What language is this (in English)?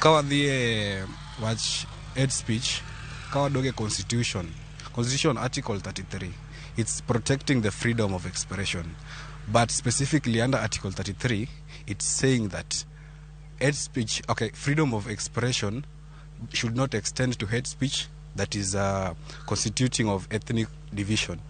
Luo (Kenya and Tanzania)